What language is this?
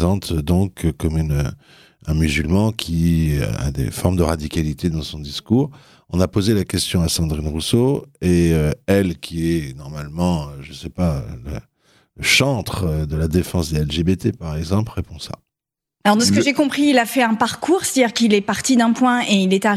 French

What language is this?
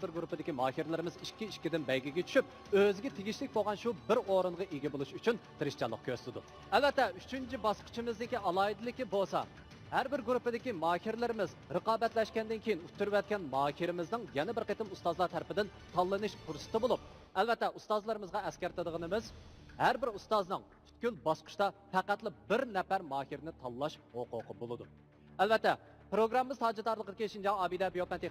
Uyghur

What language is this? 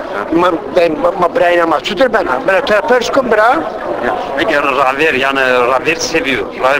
Zaza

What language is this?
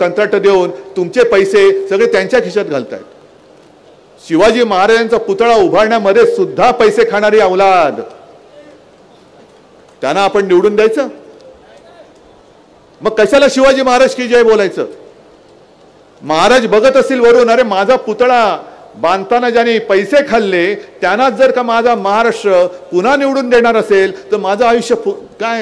Marathi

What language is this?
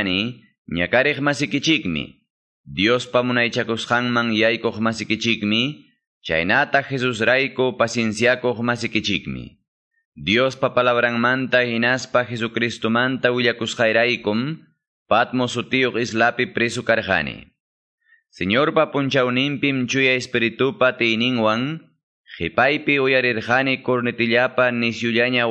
Quechua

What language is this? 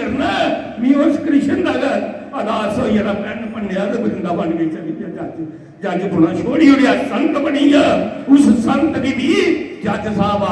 Dogri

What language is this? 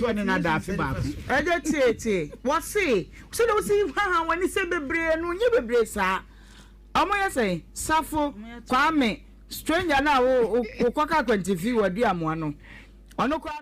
Akan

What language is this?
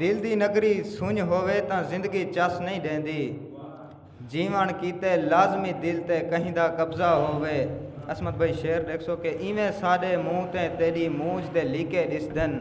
Saraiki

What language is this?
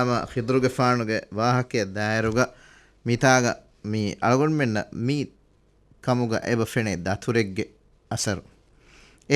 Divehi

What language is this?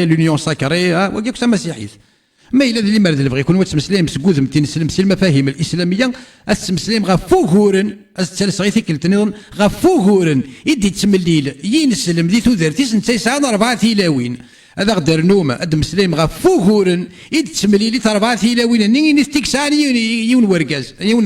Kabyle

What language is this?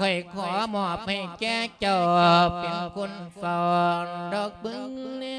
Lao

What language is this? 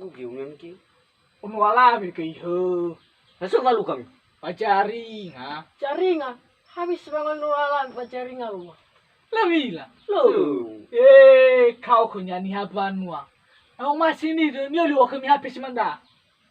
Nias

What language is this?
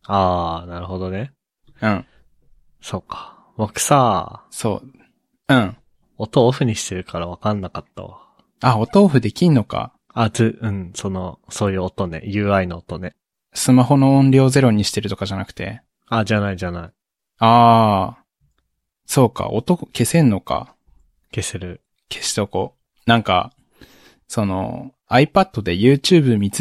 Japanese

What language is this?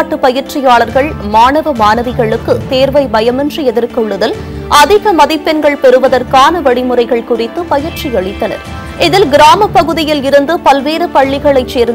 Tamil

